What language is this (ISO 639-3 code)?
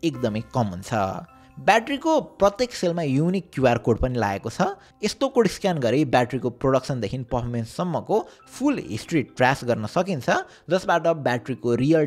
nep